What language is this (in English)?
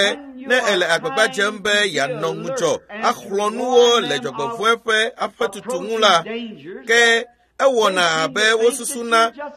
Ewe